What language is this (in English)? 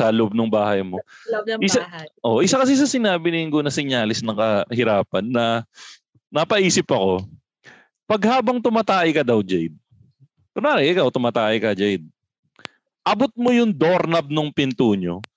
Filipino